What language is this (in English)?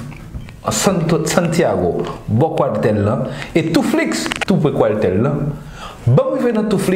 Haitian Creole